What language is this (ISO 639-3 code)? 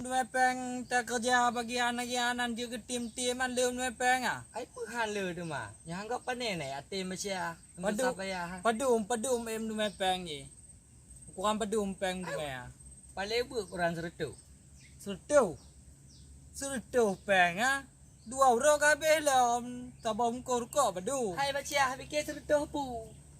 ace